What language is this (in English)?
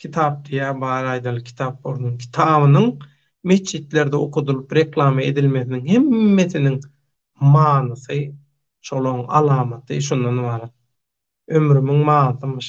Turkmen